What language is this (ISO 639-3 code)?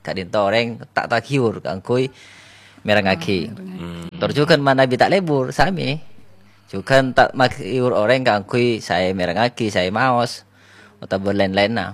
mad